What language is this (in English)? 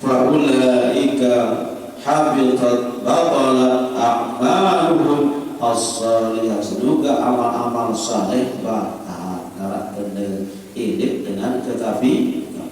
Sasak